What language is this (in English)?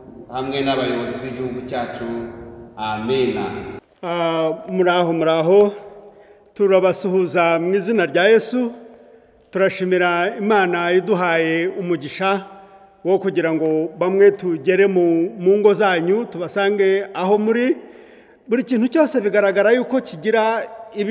Kinyarwanda